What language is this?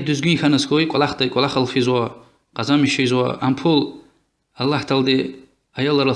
Lezghian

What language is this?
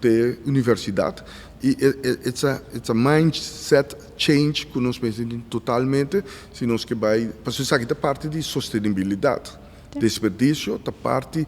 Papiamento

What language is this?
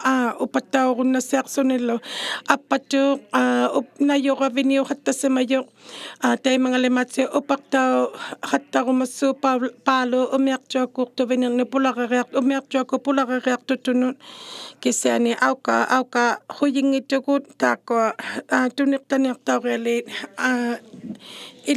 Inuktitut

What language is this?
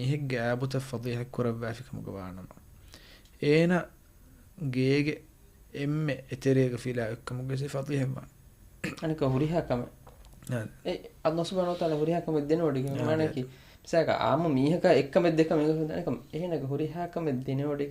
Divehi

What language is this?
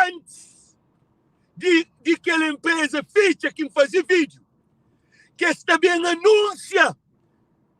Kabuverdianu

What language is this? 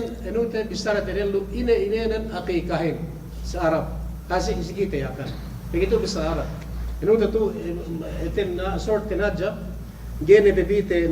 Yakan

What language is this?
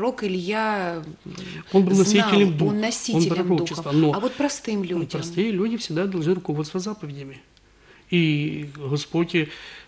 Russian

